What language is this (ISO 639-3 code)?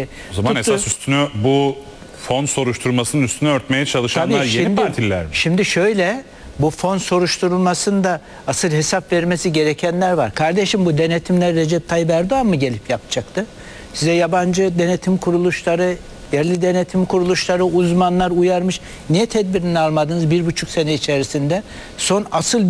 tur